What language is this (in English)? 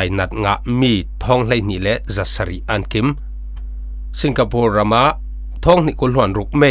Falam Chin